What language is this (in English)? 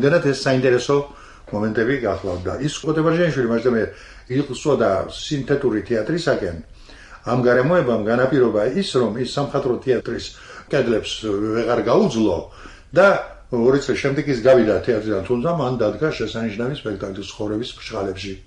Georgian